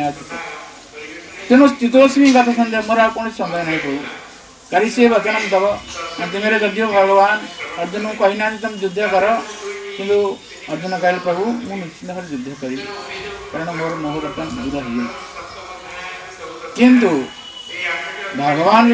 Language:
Odia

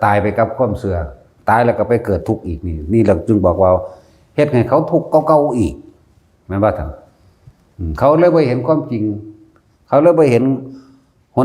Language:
Northeastern Thai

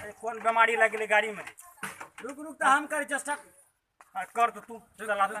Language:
Maithili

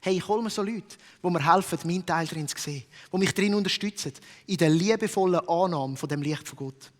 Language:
Swiss German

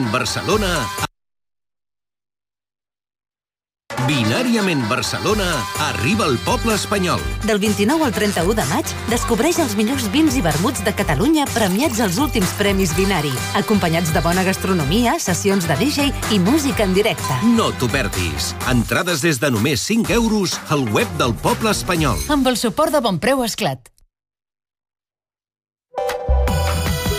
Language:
Catalan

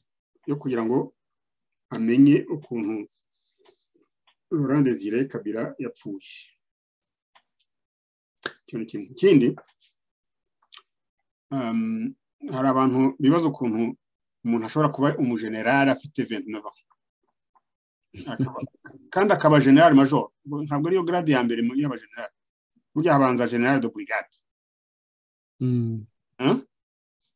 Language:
Kinyarwanda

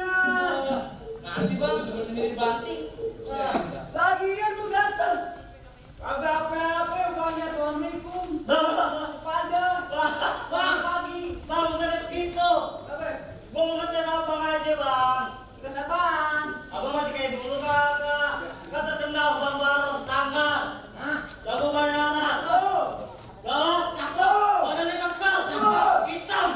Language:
Betawi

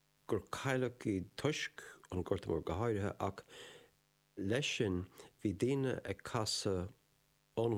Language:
Irish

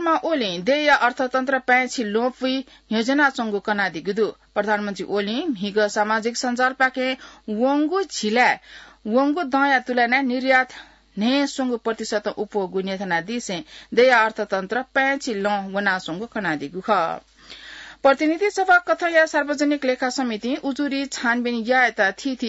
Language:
Newari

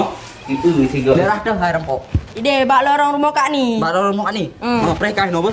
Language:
Achinese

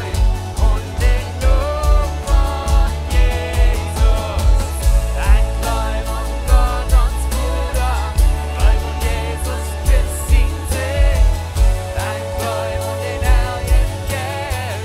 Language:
Plautdietsch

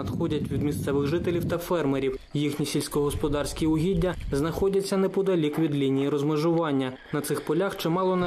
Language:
Ukrainian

